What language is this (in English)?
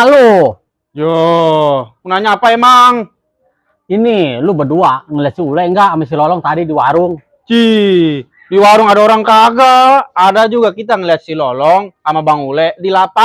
Betawi